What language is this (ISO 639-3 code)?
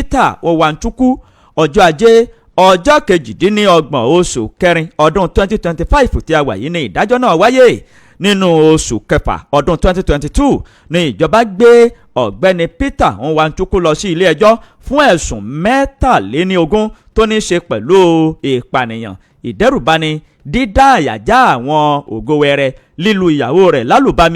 yor